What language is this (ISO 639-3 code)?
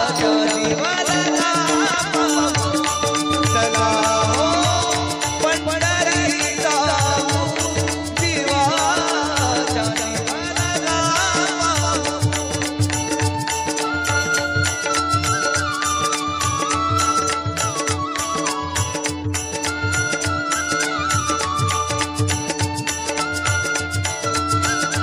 mar